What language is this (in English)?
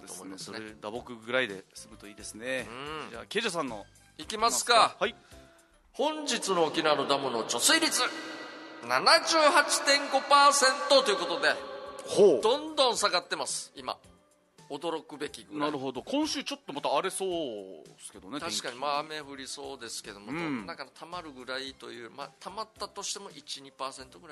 Japanese